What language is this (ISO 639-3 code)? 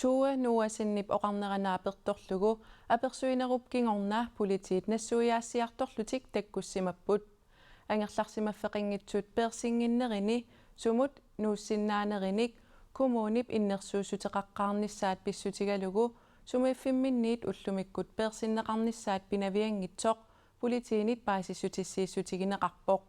kal